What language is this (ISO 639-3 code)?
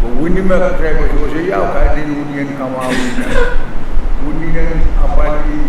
pon